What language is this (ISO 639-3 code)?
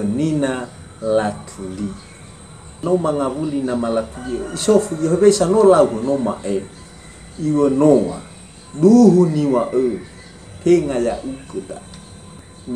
nia